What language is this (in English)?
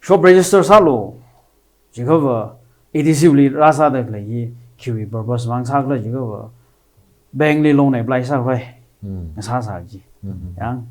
Tangkhul Naga (India)